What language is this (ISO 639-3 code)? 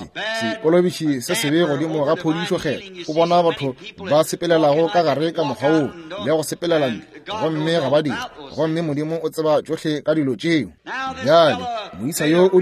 nso